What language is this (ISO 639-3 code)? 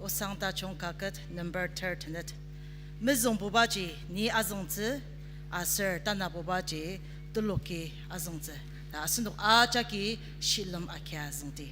njo